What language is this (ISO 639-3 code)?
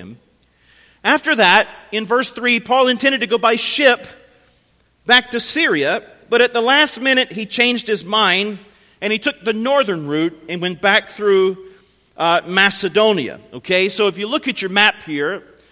eng